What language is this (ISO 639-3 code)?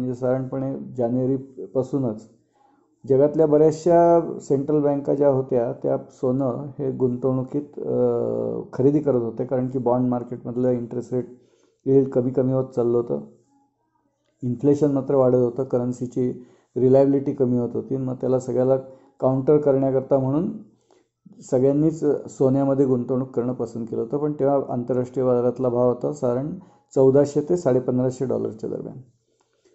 mar